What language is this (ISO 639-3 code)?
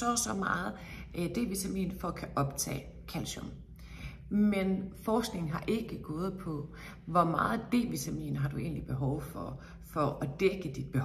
dan